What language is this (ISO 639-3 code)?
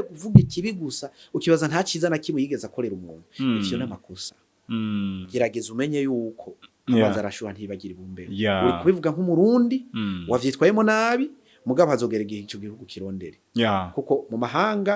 run